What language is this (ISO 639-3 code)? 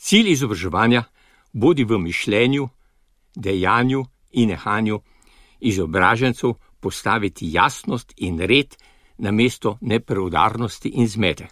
slv